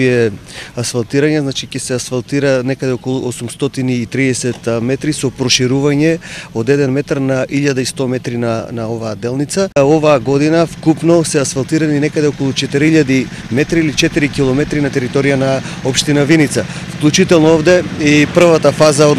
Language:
Macedonian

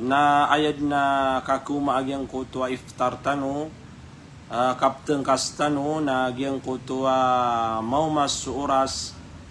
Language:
Maranao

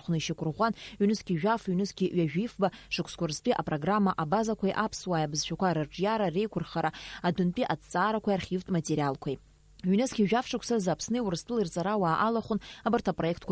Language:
Abkhazian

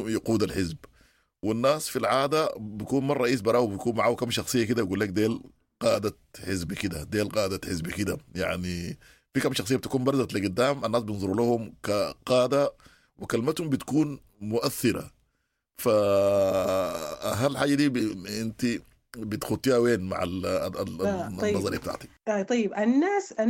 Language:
Sudanese Arabic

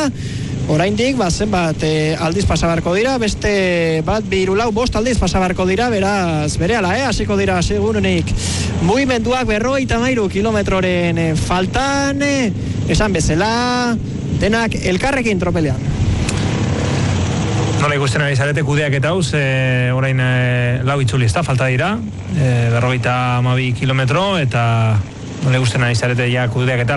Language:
Basque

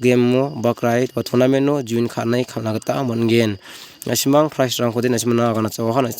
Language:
Garo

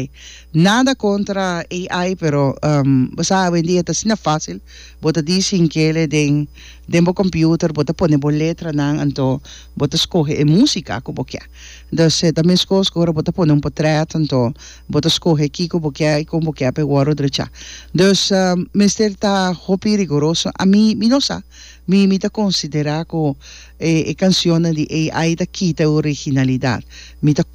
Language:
Papiamento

